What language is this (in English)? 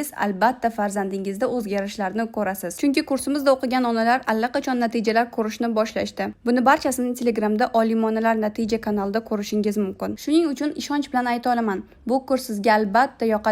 Uzbek